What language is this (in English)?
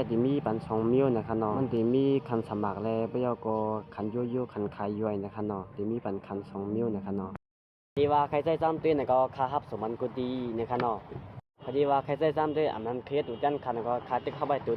Shan